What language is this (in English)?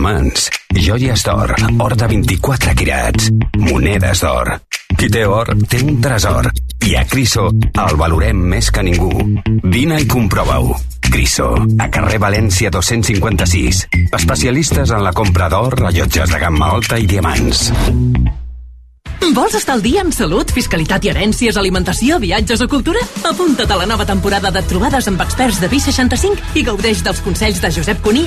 Catalan